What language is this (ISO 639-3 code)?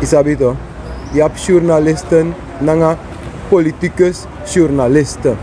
srn